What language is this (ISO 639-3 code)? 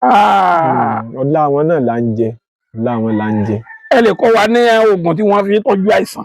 yor